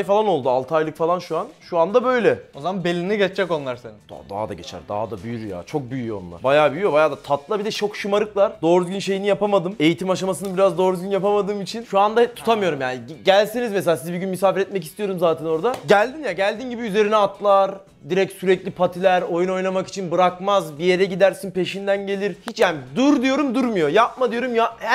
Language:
Turkish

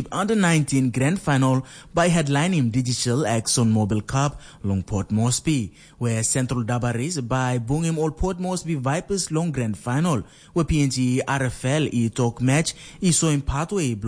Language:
Tok Pisin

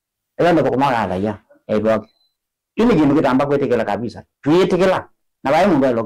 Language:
Kamba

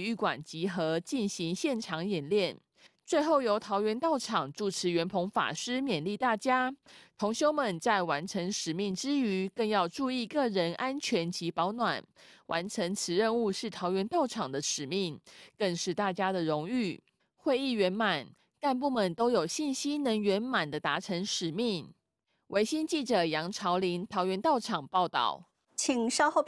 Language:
Chinese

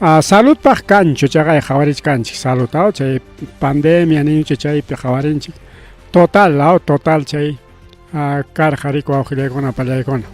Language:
Ayacucho Quechua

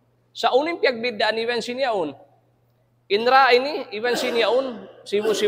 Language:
Tausug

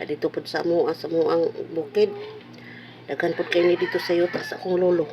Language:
Cebuano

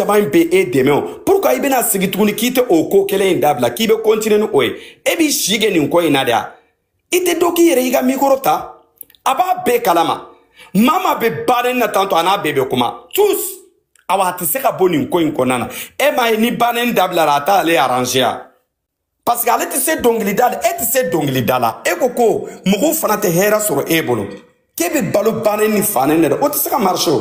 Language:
Bambara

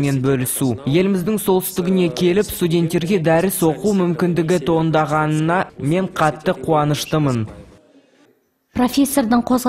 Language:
Kazakh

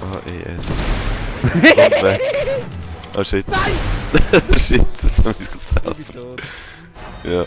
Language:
Swiss German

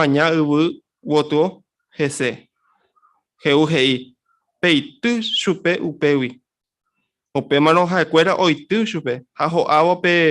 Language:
Guarani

